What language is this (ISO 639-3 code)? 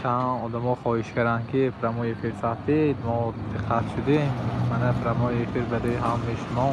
tgk